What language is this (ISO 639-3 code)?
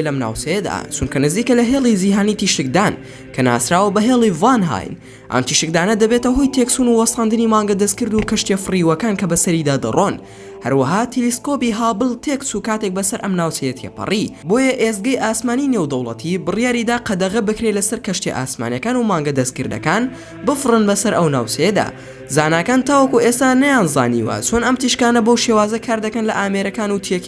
ckb